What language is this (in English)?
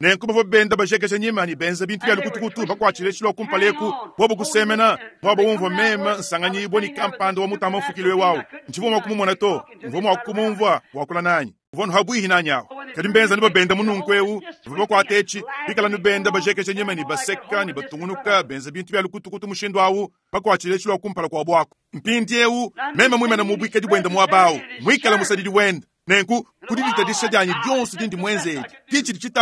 Luba-Lulua